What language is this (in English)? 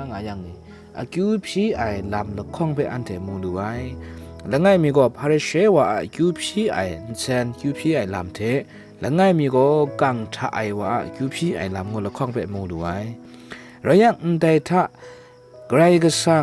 Kachin